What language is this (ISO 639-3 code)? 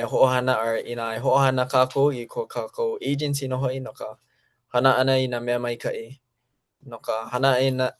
haw